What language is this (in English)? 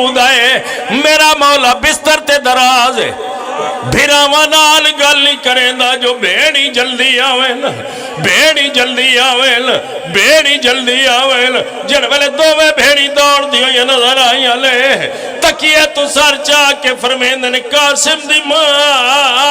Pahari-Potwari